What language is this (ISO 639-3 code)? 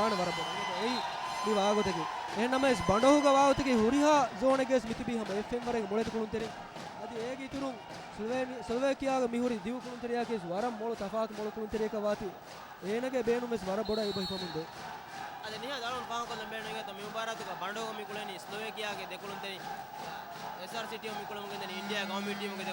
div